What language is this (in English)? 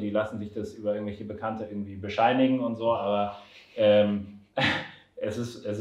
German